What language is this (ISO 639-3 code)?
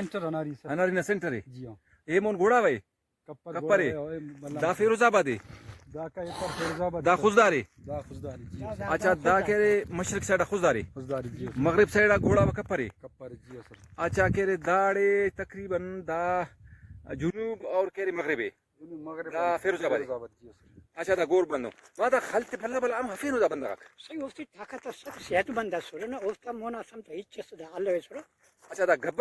brh